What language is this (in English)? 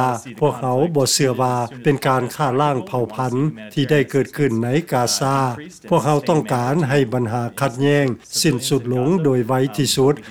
Lao